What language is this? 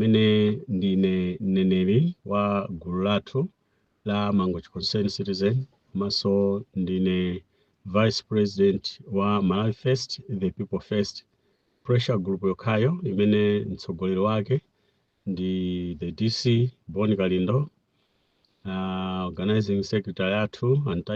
Nyanja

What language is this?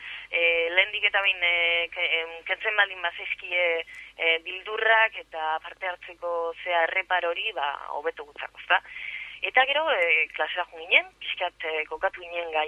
Basque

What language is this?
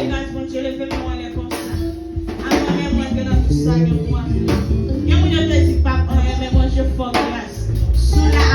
Haitian Creole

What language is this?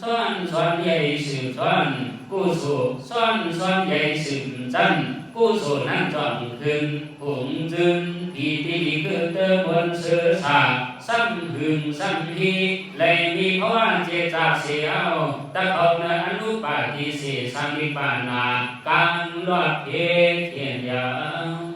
Shan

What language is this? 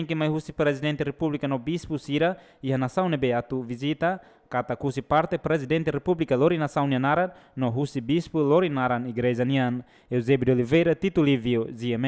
Tetum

